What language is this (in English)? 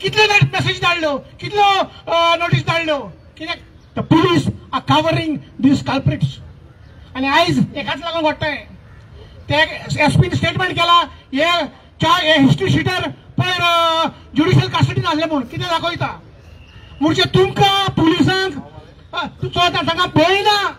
Konkani